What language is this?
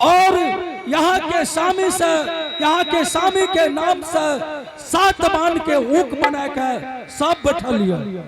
Angika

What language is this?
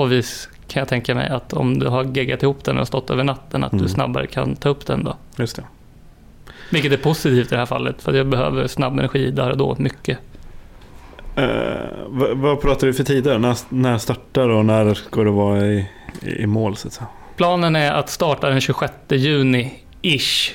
Swedish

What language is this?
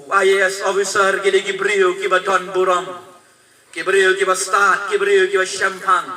Khasi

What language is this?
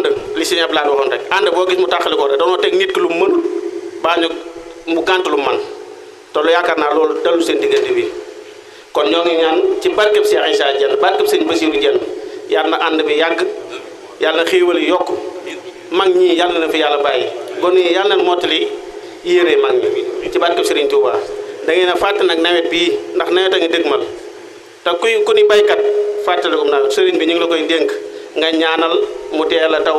Wolof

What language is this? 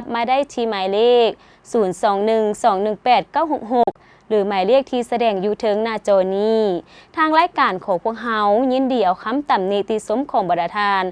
Lao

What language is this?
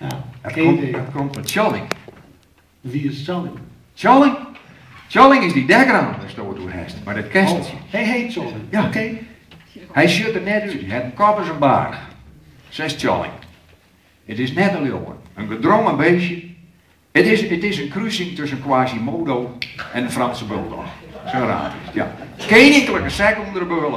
Western Frisian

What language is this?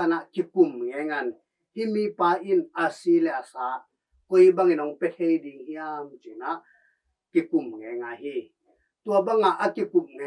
Tedim Chin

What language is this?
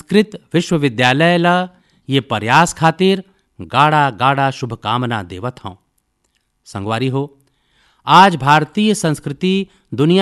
Chhattisgarhi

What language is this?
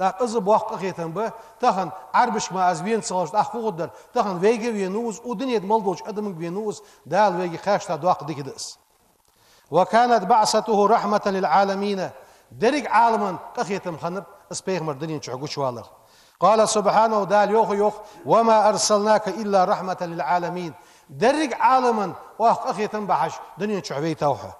Ingush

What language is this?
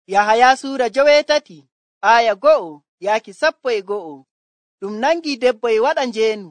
Nigerian Fulfulde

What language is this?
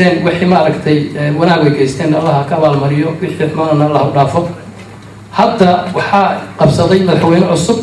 Somali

